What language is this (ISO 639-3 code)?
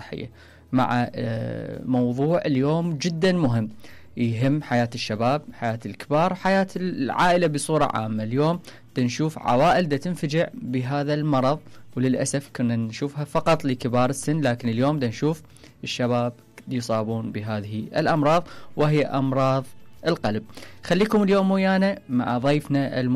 acm